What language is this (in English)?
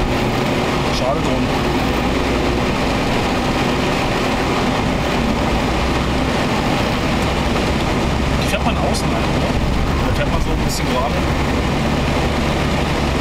German